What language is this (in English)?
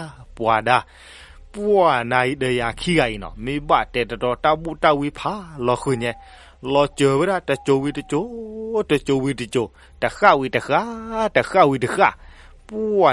S'gaw Karen